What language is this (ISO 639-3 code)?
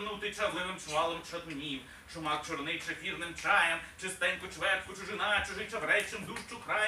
ukr